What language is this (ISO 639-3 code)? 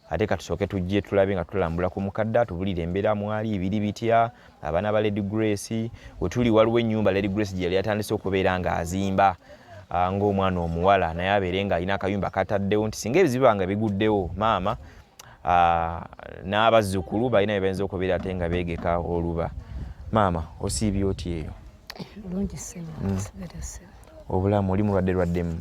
lug